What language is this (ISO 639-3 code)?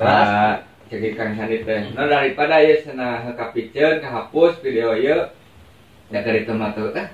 sun